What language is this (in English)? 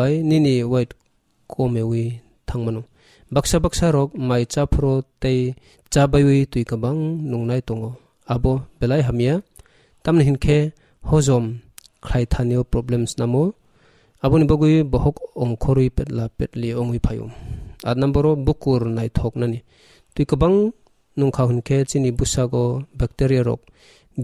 Kok Borok